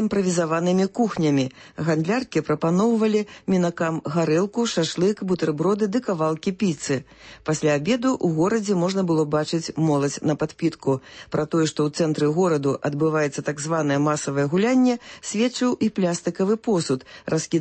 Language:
Belarusian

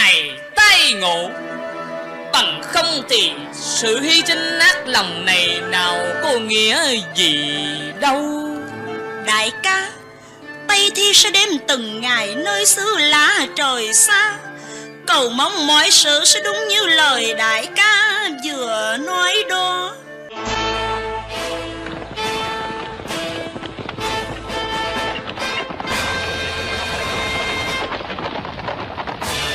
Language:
Vietnamese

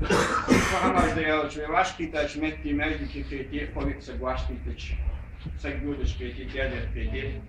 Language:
Ingush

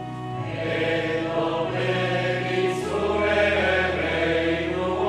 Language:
Basque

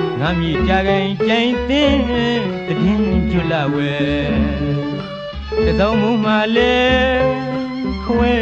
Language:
Burmese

